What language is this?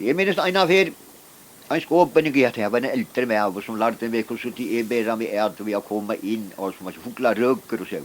Faroese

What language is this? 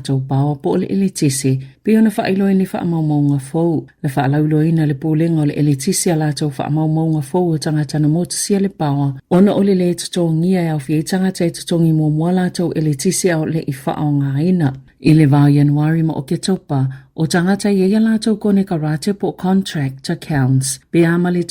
Samoan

